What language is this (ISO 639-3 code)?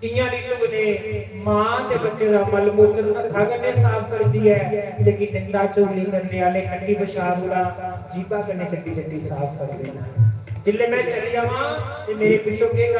doi